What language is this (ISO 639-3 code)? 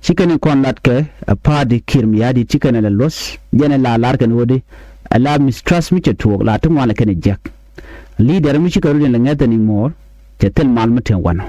nus